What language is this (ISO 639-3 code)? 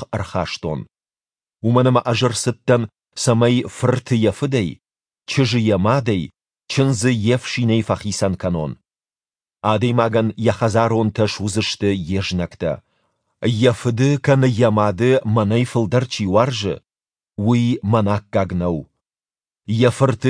oss